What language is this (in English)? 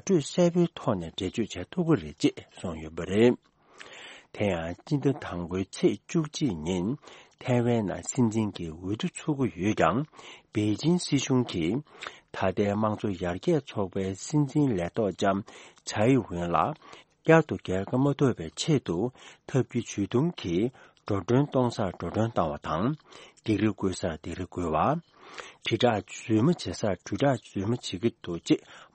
Tibetan